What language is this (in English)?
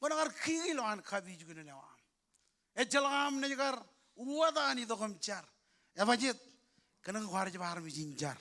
Marshallese